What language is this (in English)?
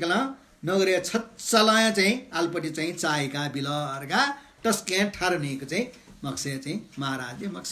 Newari